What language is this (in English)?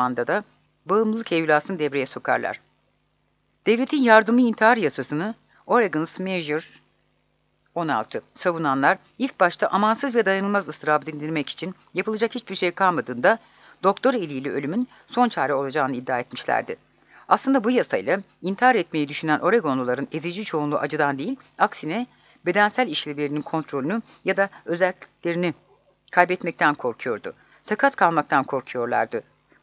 Turkish